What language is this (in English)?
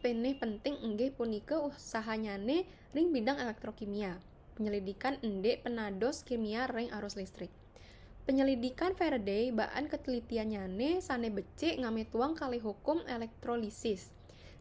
Balinese